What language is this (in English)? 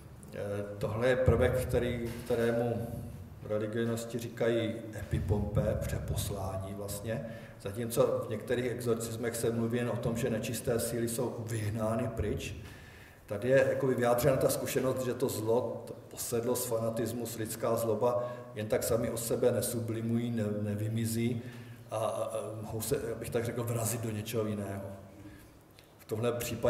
Czech